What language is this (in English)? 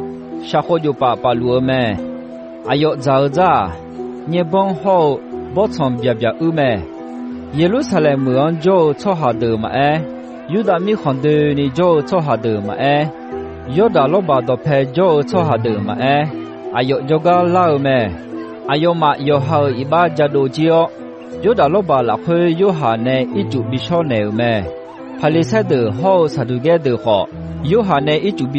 Akha